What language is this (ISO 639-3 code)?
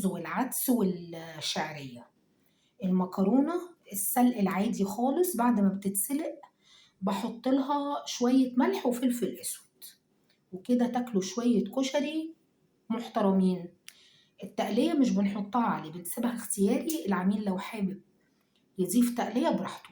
arz